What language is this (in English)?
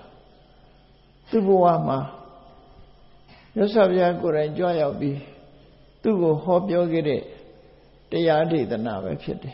Burmese